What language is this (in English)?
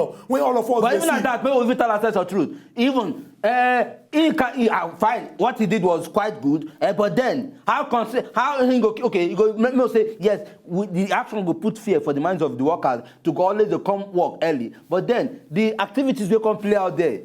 Nigerian Pidgin